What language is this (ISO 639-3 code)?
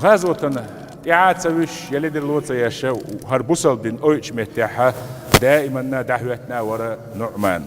che